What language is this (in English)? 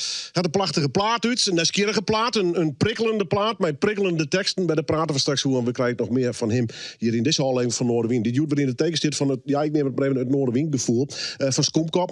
Western Frisian